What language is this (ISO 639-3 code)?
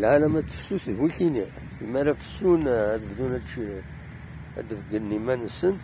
kab